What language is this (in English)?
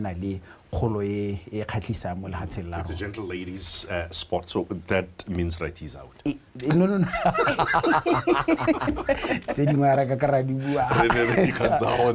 Tswana